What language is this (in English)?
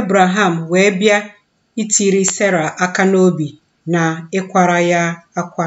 Igbo